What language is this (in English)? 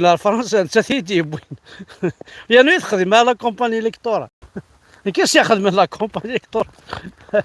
Kabyle